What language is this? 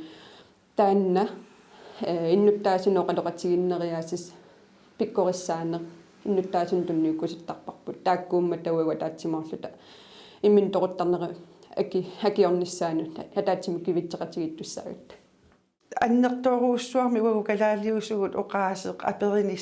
Kalaallisut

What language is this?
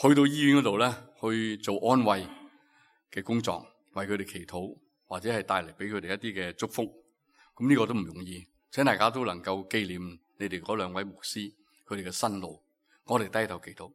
Cantonese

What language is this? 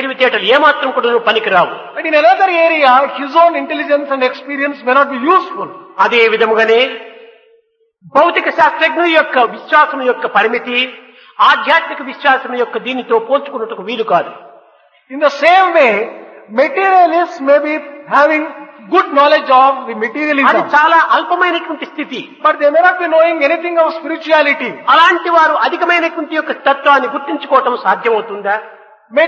Telugu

